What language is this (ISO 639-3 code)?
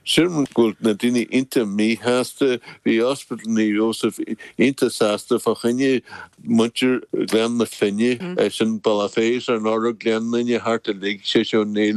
gle